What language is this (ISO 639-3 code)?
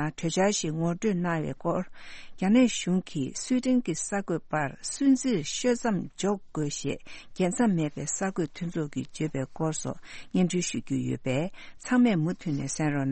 bod